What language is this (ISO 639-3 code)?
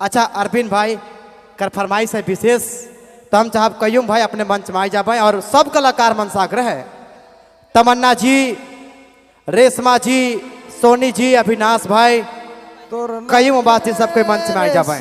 sck